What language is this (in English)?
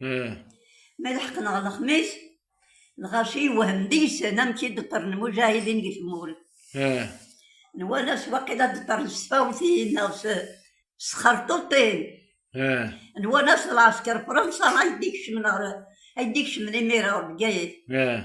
Kabyle